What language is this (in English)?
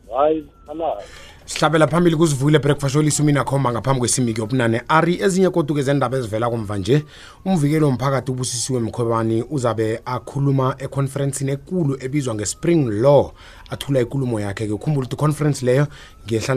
South Ndebele